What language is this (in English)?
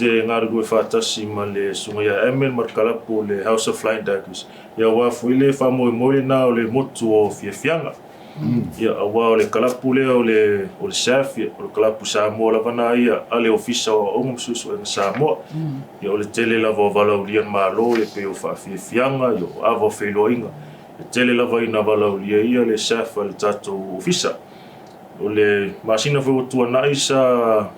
Samoan